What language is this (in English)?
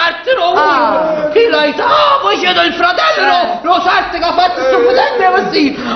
Neapolitan